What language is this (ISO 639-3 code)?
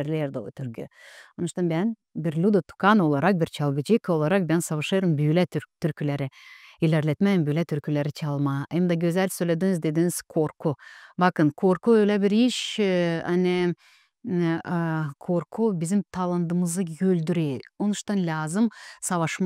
gag